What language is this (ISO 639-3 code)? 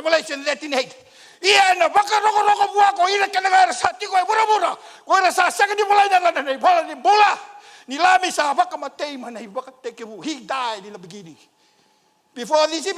fij